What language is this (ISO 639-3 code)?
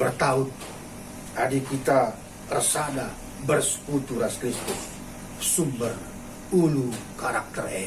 btx